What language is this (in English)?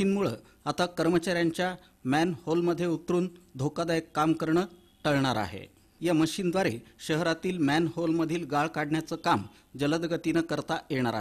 Marathi